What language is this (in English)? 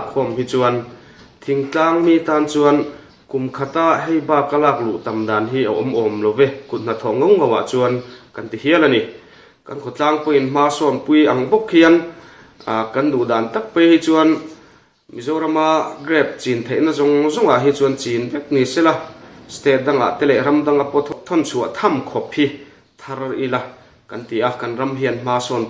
Mizo